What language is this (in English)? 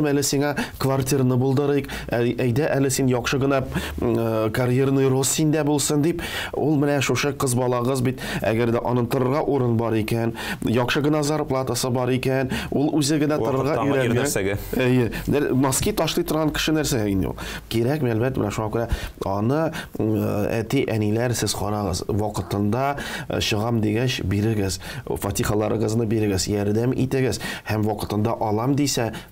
Tatar